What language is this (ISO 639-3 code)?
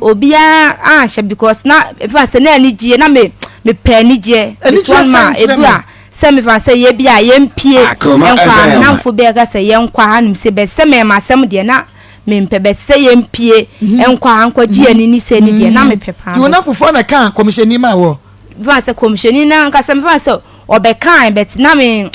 aka